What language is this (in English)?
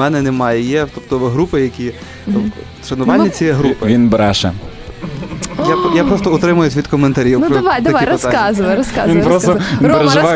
Ukrainian